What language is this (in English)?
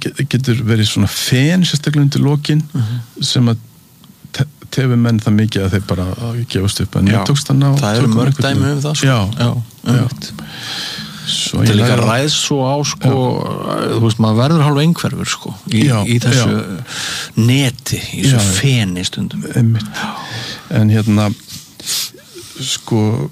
Icelandic